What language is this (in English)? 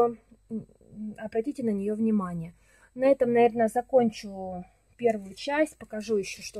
Russian